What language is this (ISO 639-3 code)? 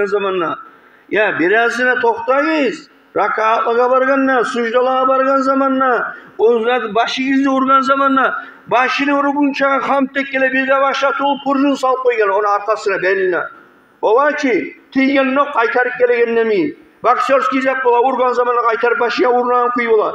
kum